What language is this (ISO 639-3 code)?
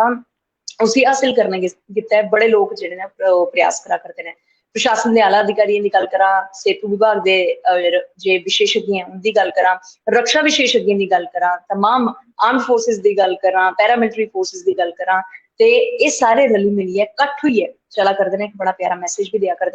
doi